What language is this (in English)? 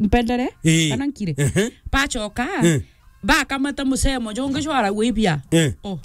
Meru